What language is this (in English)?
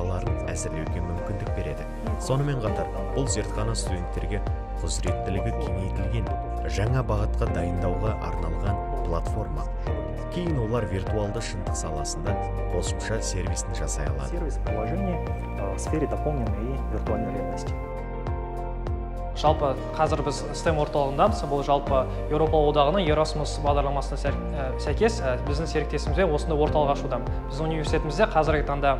Kazakh